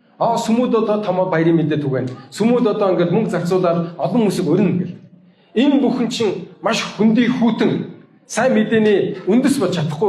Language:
Mongolian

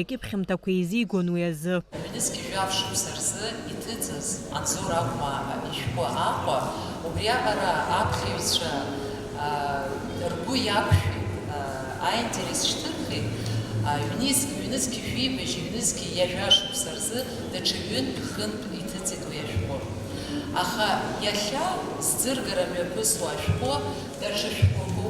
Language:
Abkhazian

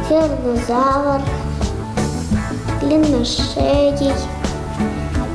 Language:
Russian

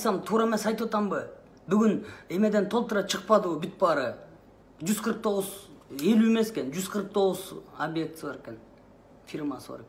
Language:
Kyrgyz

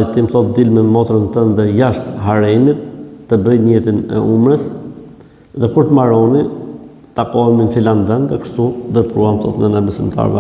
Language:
Albanian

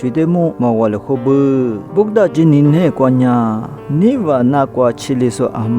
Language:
Lisu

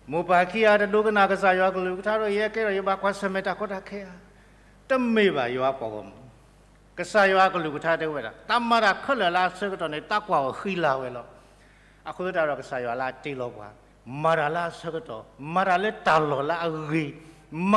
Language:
S'gaw Karen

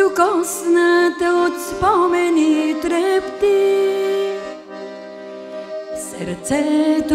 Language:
Bulgarian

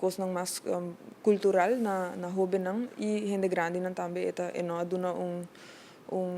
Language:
Papiamento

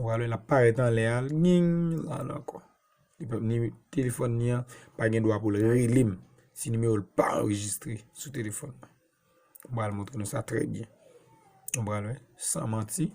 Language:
Haitian Creole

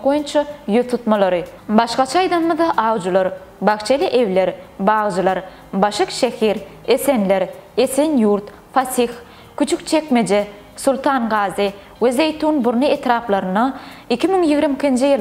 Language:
Turkmen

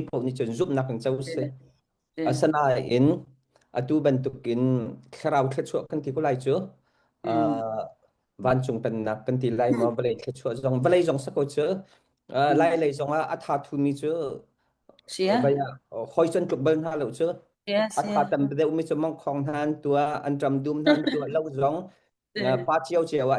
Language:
Hakha Chin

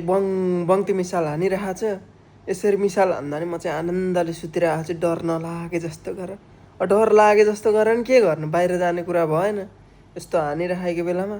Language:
Nepali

